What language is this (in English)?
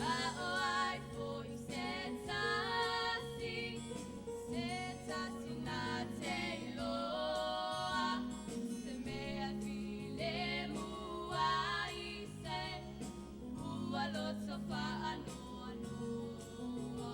Samoan